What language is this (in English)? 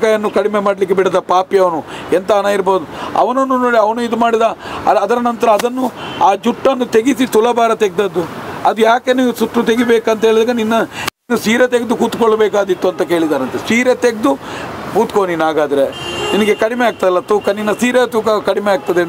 Kannada